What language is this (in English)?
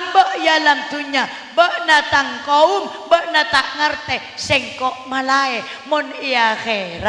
Madurese